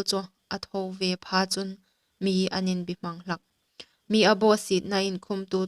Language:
Hmar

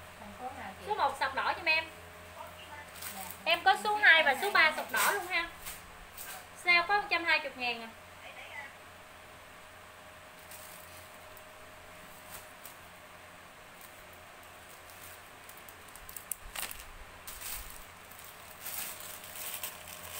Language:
Vietnamese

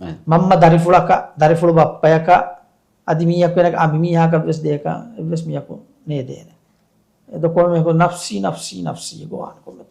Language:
Divehi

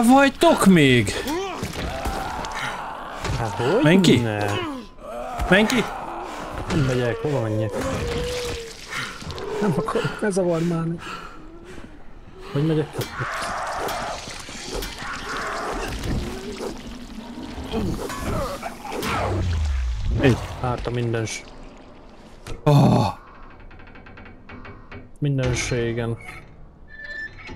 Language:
Hungarian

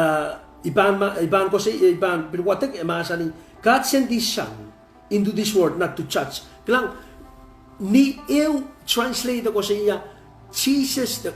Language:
Pohnpeian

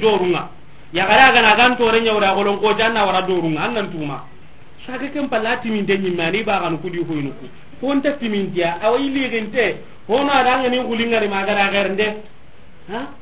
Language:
Soninke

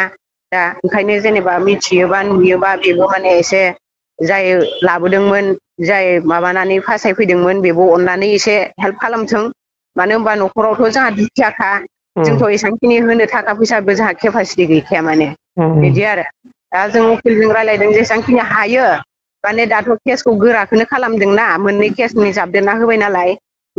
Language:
Bodo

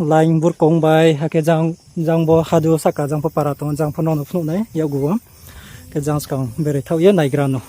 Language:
Riang (India)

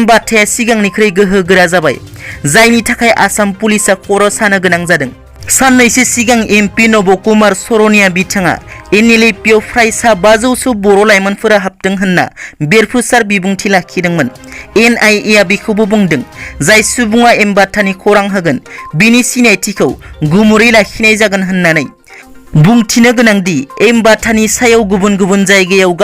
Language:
Bodo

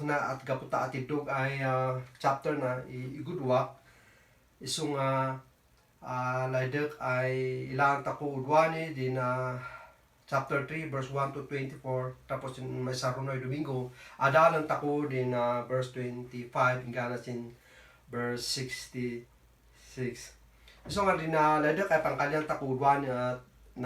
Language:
Kankanaey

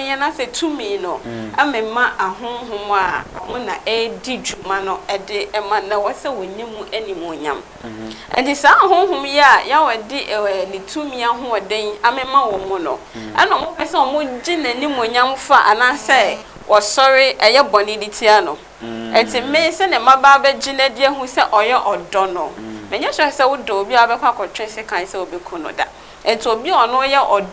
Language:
Akan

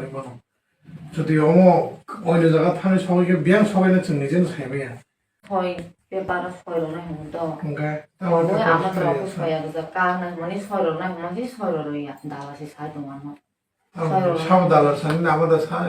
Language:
Kok Borok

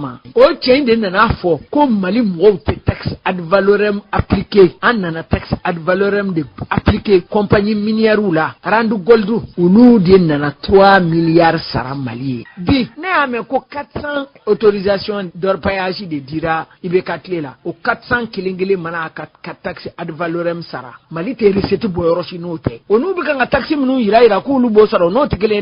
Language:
Bambara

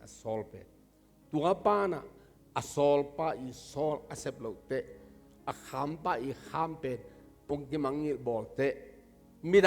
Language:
Tedim Chin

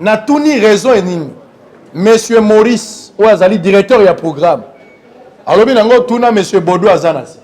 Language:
Lingala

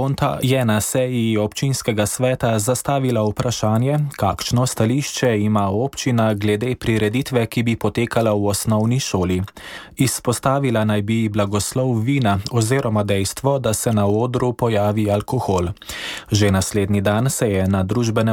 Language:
Slovenian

